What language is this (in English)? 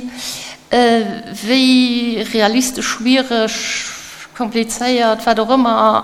Luxembourgish